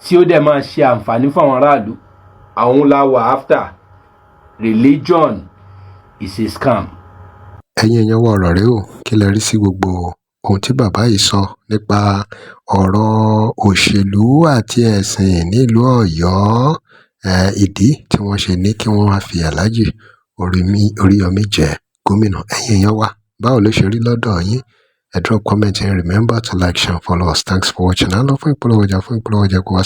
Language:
Yoruba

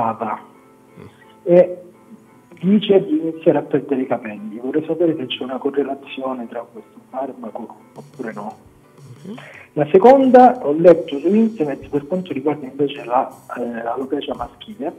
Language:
Italian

